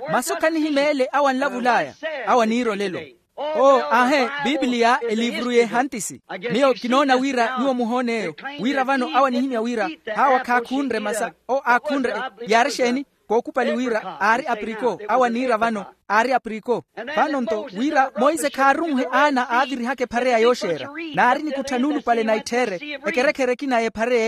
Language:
Makhuwa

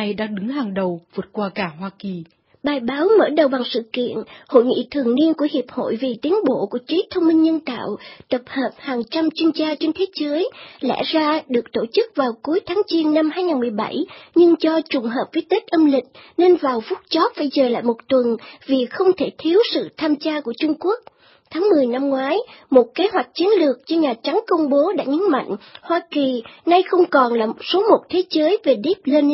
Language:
Vietnamese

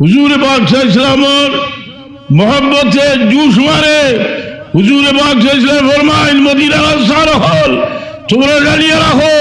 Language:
Sylheti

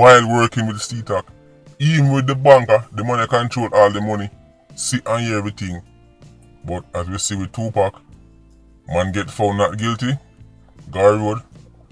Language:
Jamaican Creole English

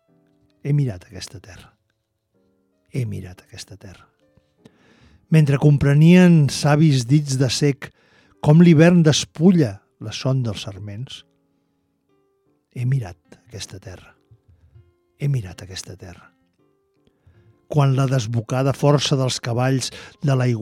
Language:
Catalan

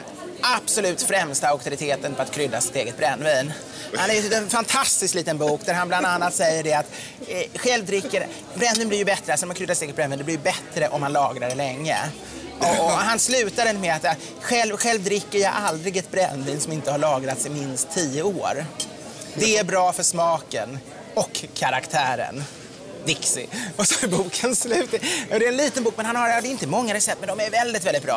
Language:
Swedish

